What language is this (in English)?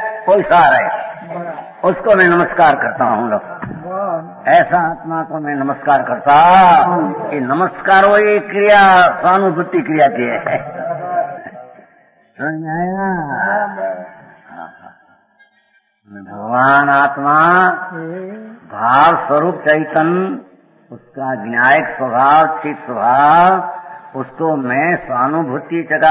Hindi